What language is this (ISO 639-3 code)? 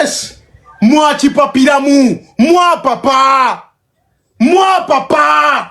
lug